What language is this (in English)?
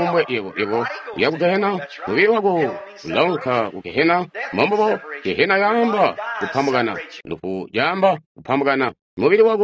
Tonga (Zambia)